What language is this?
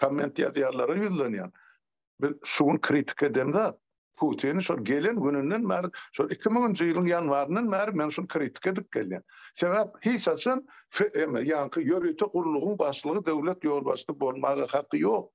Turkmen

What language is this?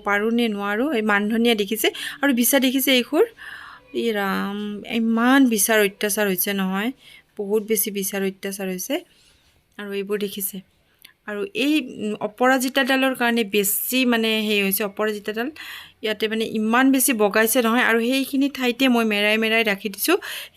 Assamese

